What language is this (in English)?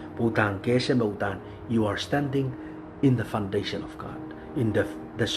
Pohnpeian